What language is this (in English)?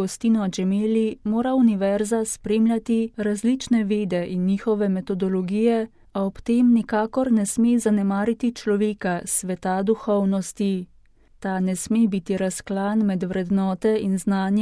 Slovenian